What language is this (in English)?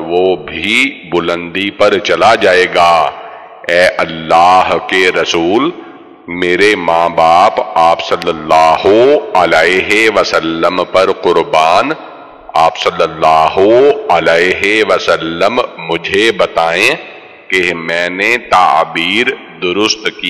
Urdu